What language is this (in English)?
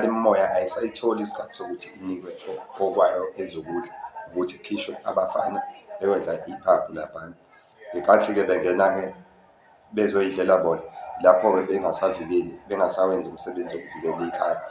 Zulu